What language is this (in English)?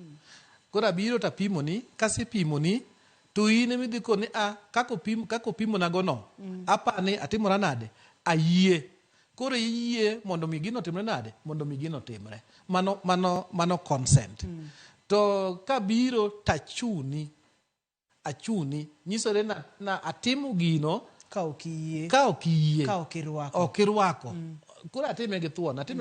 Luo (Kenya and Tanzania)